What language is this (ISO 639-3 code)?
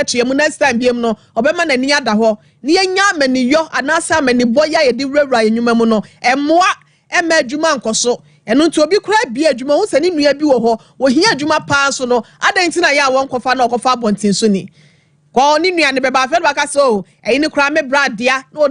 aka